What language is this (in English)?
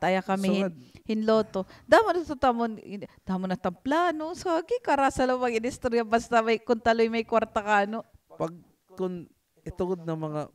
Waray